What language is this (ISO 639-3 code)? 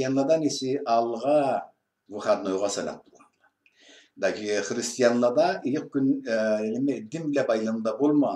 krc